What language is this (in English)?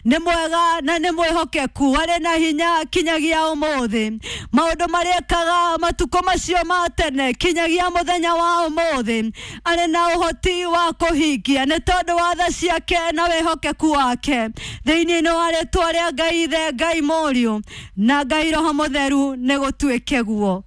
Kikuyu